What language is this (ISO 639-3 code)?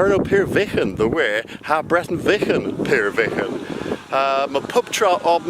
cor